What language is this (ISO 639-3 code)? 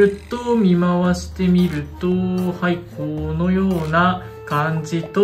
jpn